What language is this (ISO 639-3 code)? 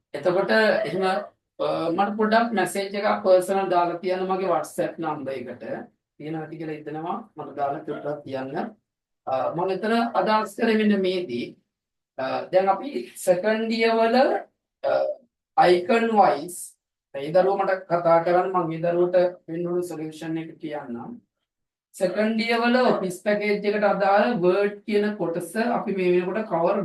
sin